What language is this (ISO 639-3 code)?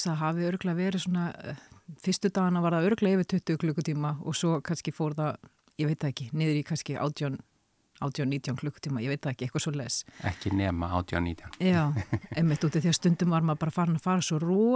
isl